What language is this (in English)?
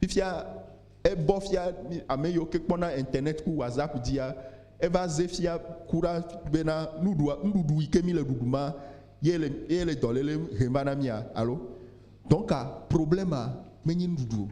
Ewe